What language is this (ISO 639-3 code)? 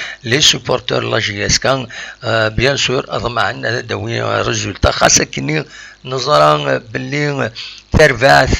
kab